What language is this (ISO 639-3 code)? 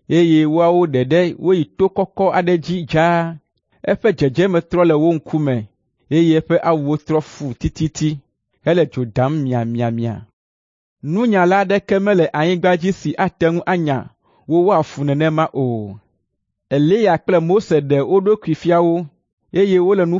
ewe